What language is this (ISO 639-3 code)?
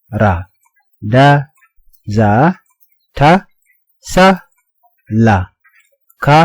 nus